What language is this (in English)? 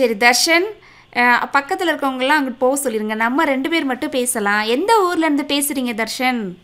Tamil